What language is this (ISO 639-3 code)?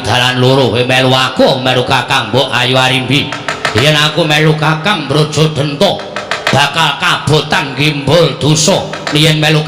jav